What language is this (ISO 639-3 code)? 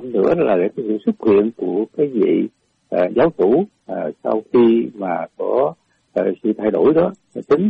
vie